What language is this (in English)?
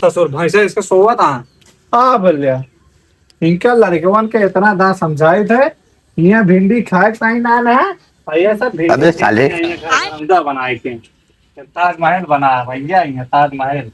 Awadhi